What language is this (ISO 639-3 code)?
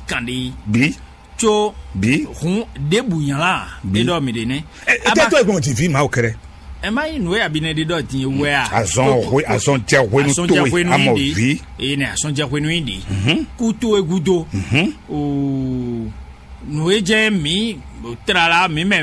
fon